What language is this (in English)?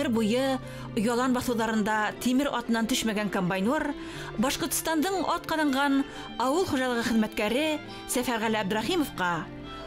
Bashkir